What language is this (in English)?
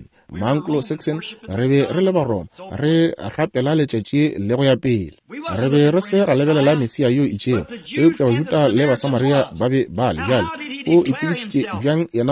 Northern Sotho